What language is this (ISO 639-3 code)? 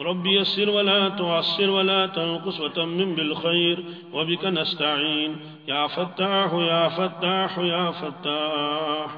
kas